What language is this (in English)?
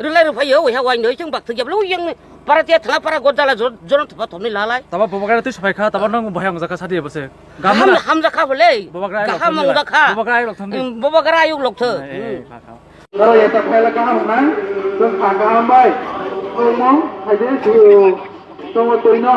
Kok Borok